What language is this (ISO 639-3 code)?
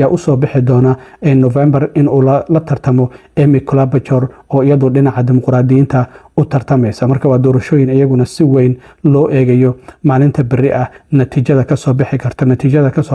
som